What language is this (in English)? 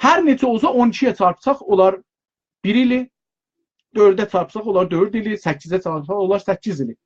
South Azerbaijani